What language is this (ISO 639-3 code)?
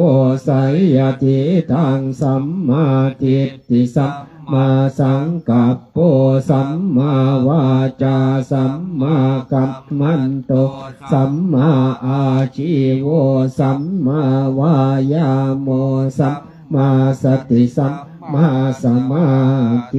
pli